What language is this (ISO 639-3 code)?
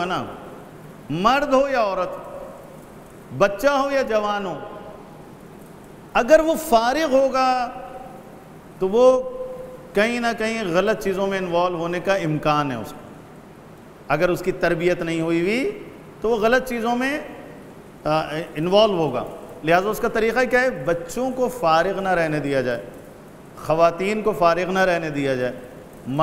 urd